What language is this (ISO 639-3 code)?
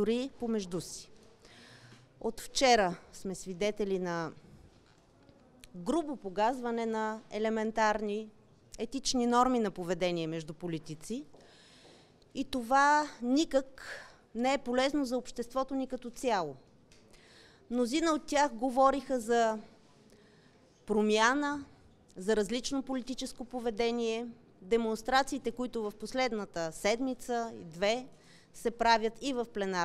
bul